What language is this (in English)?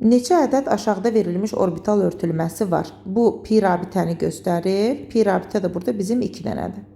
Azerbaijani